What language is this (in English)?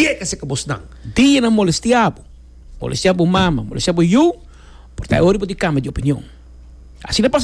Papiamento